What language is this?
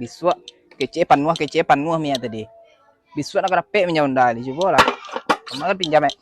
Minangkabau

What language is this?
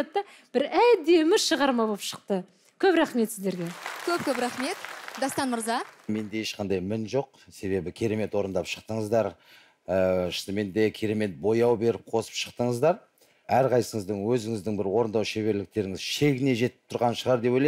Kazakh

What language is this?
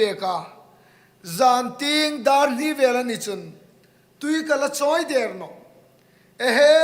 Hmar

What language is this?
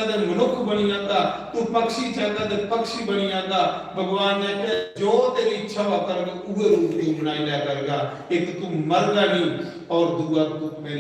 Dogri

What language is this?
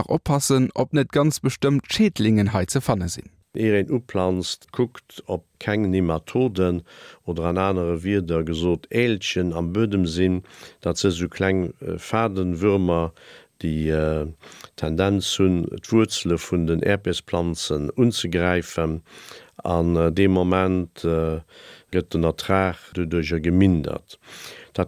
Luxembourgish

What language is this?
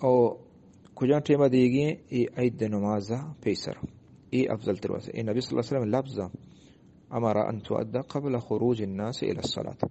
Eastern Balochi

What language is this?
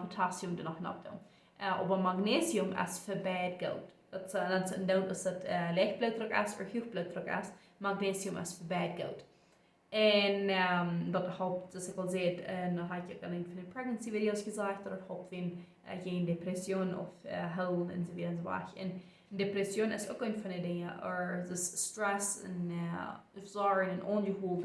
Plautdietsch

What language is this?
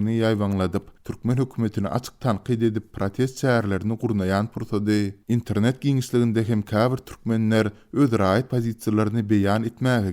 Turkmen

